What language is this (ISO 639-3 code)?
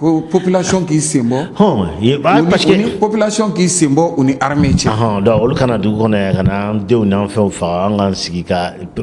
bam